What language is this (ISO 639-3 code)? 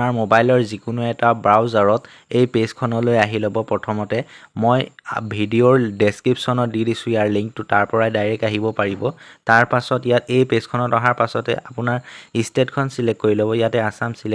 asm